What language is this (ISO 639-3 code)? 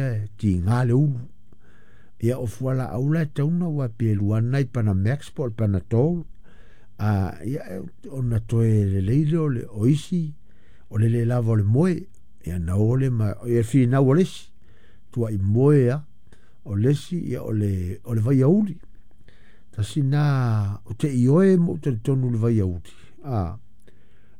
smo